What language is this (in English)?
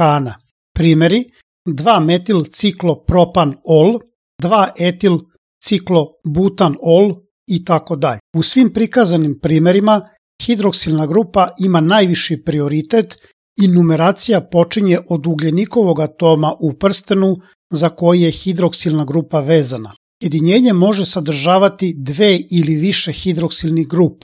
Serbian